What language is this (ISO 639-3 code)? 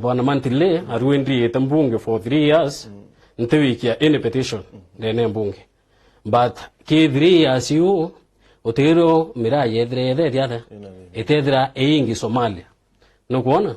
mer